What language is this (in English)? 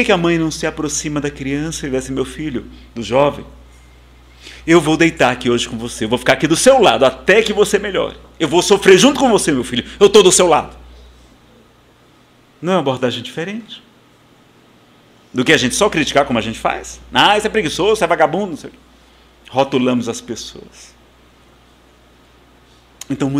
Portuguese